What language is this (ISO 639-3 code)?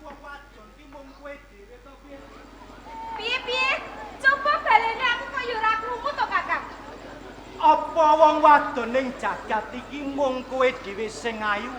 jav